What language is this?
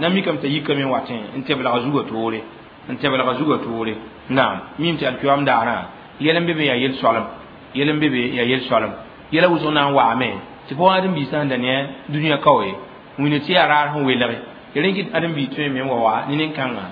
Mossi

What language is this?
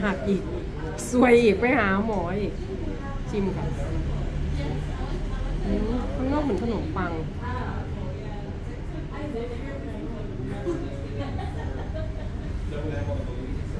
Thai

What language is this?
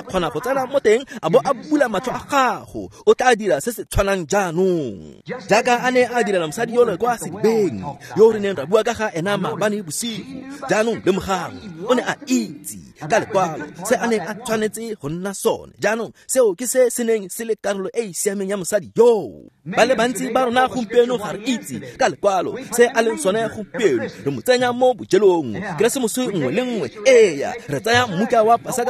Tswana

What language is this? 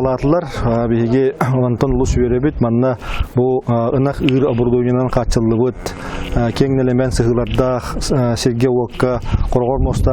Yakut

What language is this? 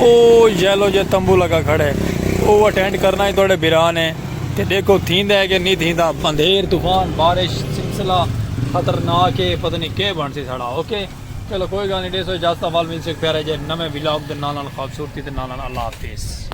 Saraiki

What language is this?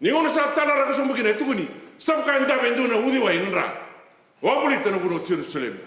Fijian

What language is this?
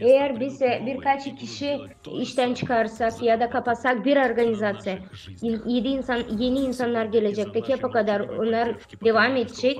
Gagauz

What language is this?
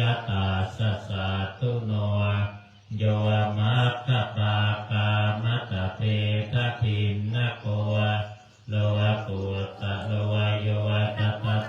Pali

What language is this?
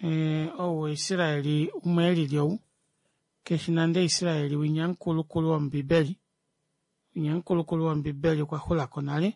Kuanyama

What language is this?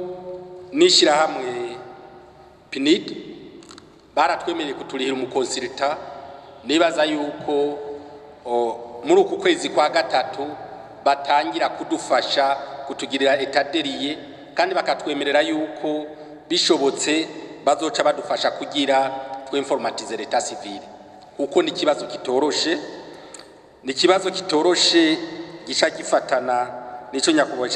Rundi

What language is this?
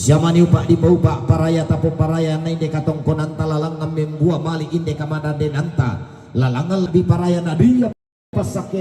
Toraja-Sa'dan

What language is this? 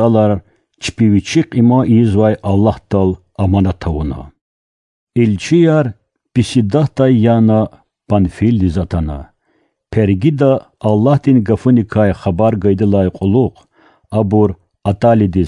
Lezghian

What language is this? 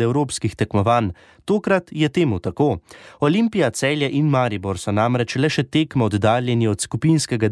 Slovenian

